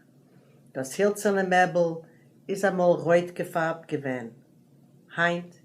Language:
Yiddish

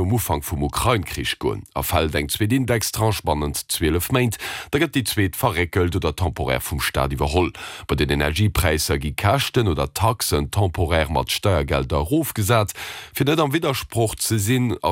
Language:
Luxembourgish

